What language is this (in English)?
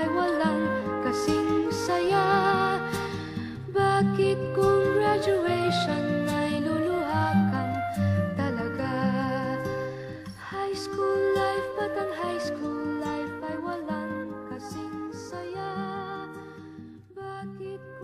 Filipino